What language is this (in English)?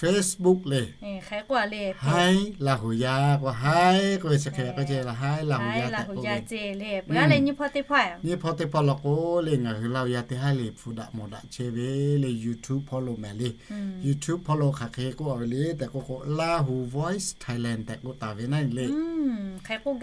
Lahu